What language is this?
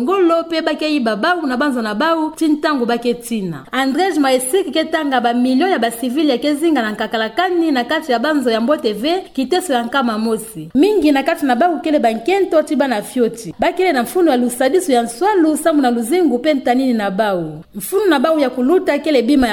Kituba (Democratic Republic of Congo)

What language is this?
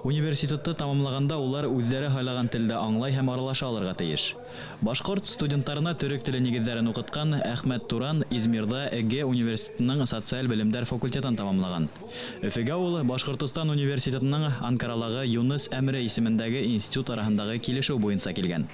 Bashkir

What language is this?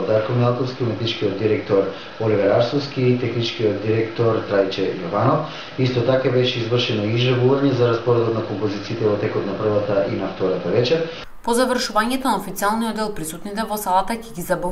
Macedonian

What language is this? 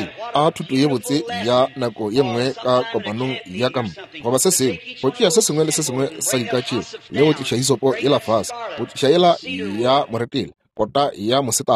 Northern Sotho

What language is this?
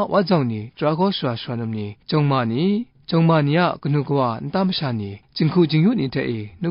Kachin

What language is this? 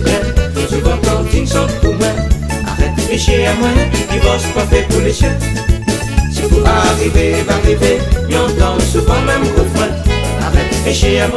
Réunion Creole French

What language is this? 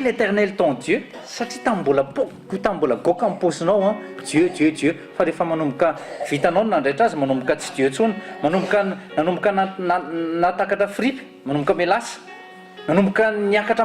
Malagasy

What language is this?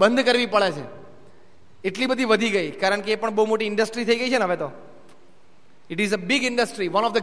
Gujarati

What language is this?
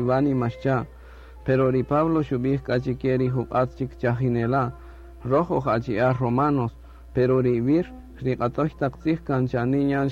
Kaqchikel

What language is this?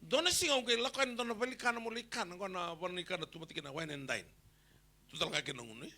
Fijian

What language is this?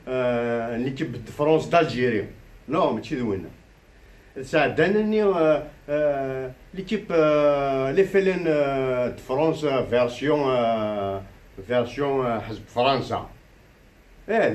Kabyle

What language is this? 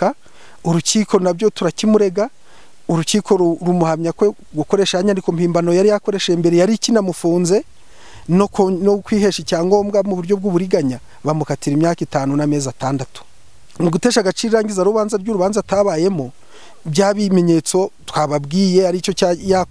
Kinyarwanda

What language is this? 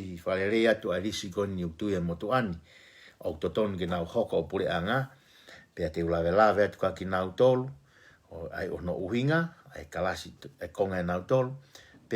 Tongan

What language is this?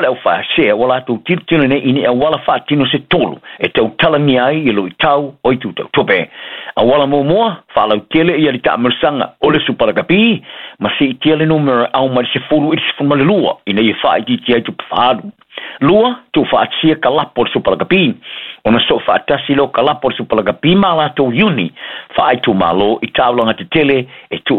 Samoan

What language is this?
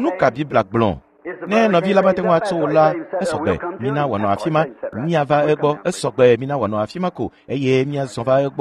Ewe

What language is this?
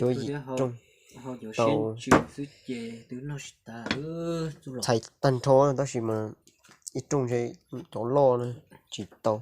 Hmong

